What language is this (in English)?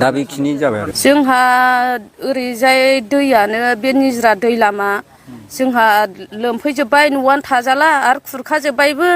Bodo